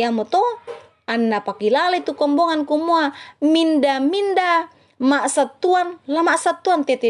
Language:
Toraja-Sa'dan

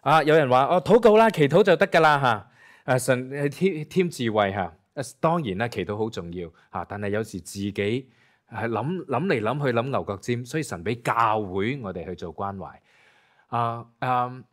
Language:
Cantonese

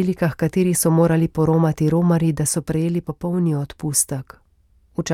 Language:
Slovenian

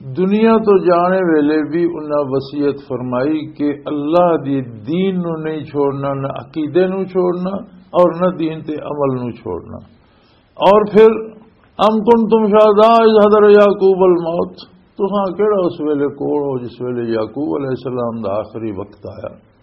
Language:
Western Panjabi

